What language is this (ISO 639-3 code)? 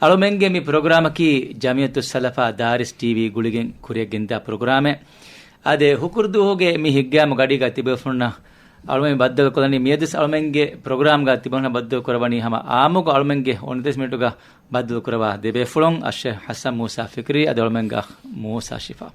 div